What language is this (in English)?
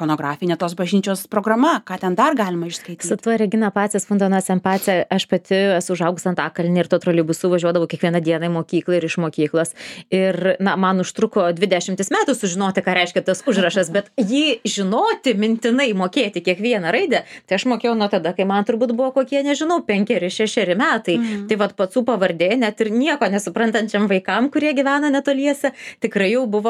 Lithuanian